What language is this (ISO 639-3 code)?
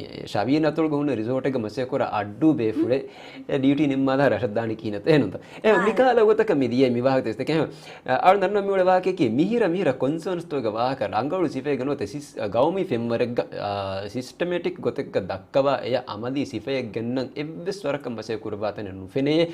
div